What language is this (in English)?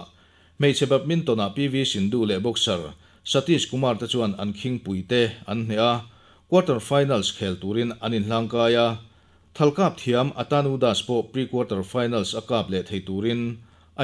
Mizo